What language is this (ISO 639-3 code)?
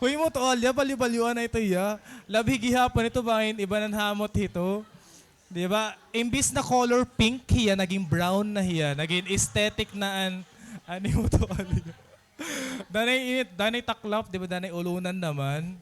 war